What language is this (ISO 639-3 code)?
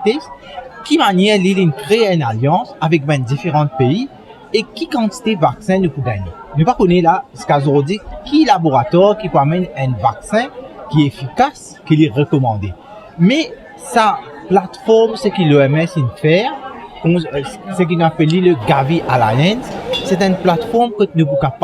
mfe